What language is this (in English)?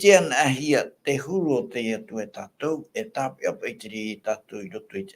Tahitian